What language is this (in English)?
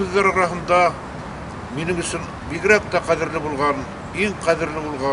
Bashkir